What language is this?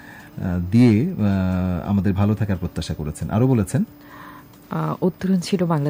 Bangla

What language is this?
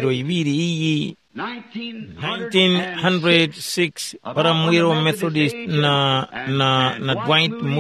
Tumbuka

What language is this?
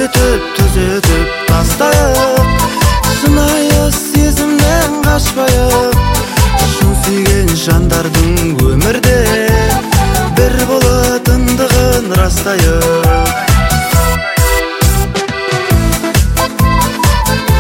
Kazakh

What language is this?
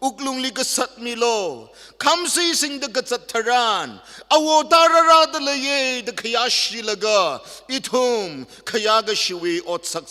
Tangkhul Naga (India)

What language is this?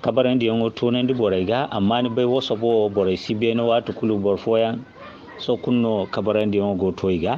Zarma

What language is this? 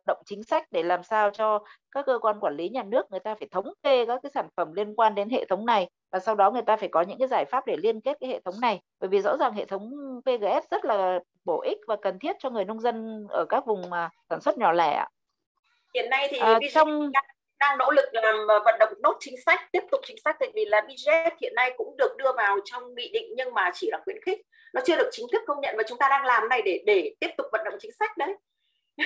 Vietnamese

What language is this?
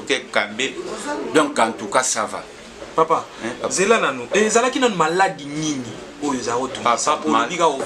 Lingala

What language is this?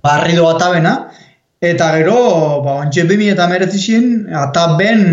Basque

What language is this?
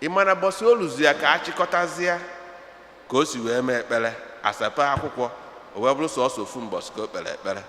Igbo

